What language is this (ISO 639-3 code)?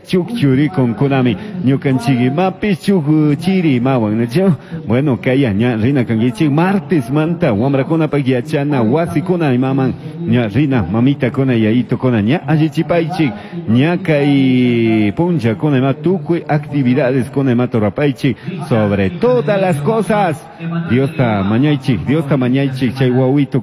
qug